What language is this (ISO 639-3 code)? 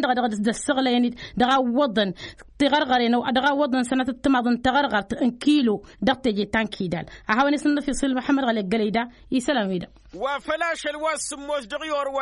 taq